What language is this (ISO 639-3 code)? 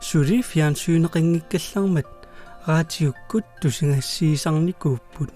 kal